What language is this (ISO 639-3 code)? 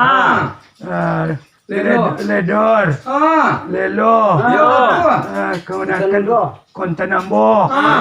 min